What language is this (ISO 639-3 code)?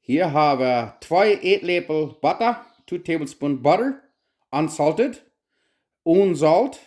pdt